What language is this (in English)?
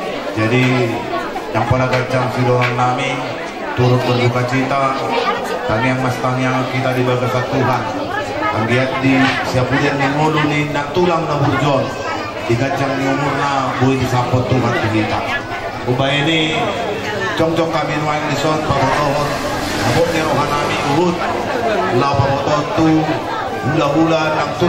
Batak Toba